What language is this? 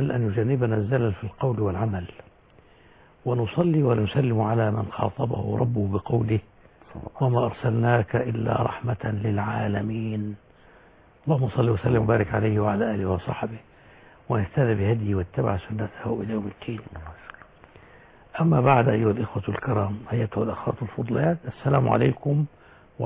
Arabic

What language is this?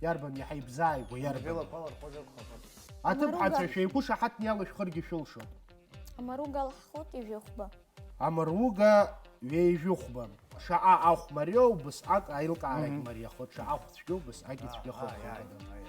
Abkhazian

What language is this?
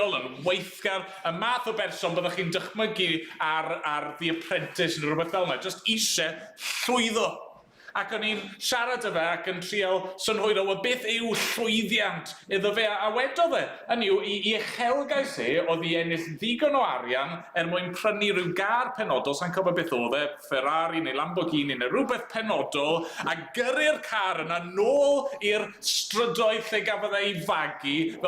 Welsh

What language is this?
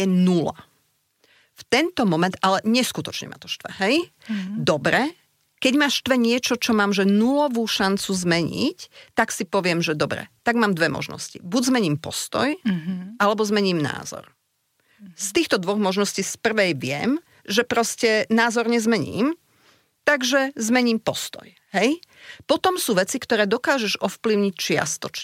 Slovak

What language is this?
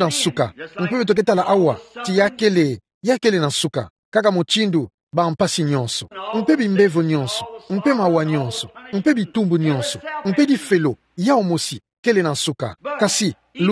Kituba (Democratic Republic of Congo)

